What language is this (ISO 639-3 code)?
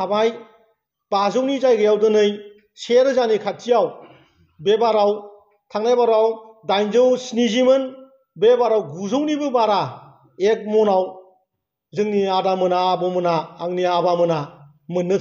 brx